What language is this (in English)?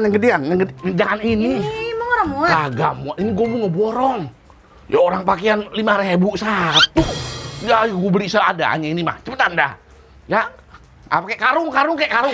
Betawi